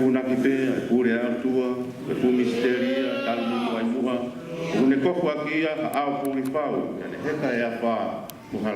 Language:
Tongan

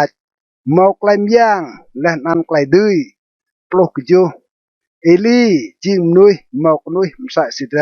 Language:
Rade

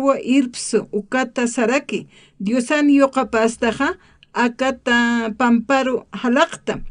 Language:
Aymara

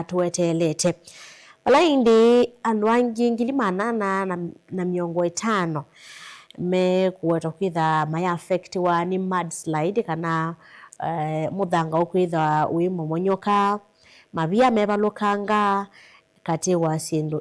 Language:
Kamba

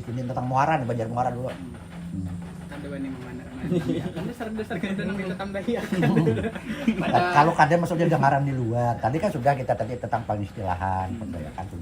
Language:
Banjar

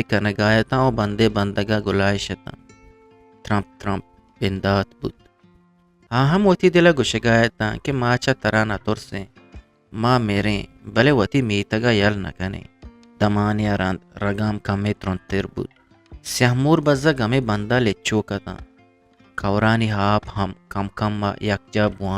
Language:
Eastern Balochi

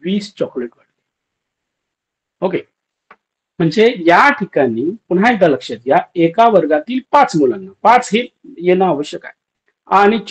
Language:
Marathi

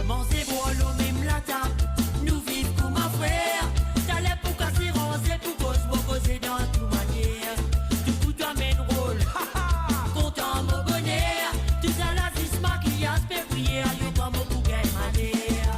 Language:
Morisyen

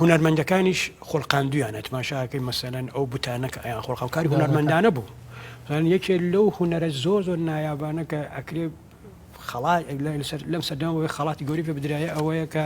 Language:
Central Kurdish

